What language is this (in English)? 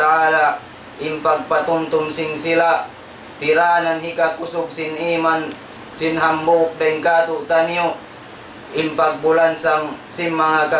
Tausug